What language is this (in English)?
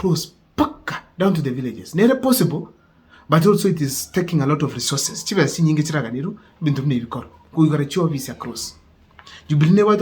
Gusii